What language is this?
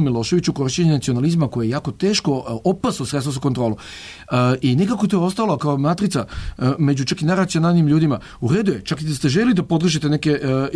Serbian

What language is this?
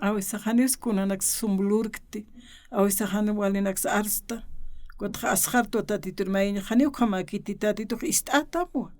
Aymara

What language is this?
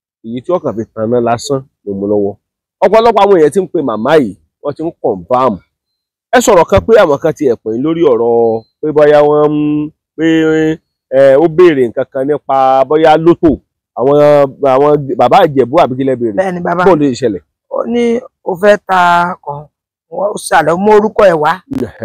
Yoruba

